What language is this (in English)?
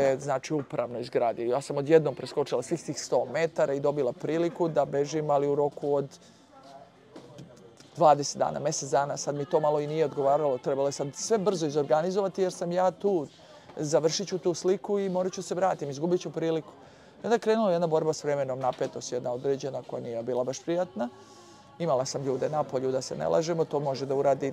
Serbian